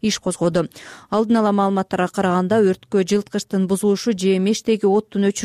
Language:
Kyrgyz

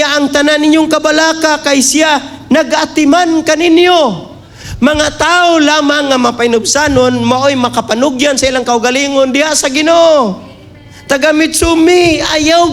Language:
Cebuano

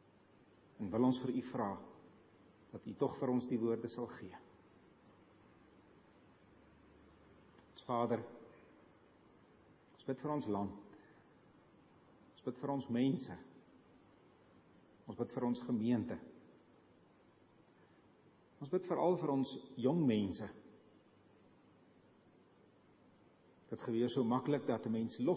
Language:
Afrikaans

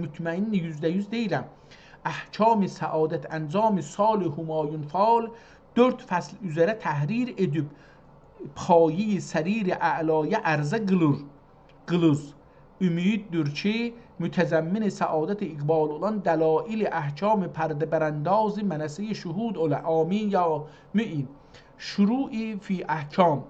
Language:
South Azerbaijani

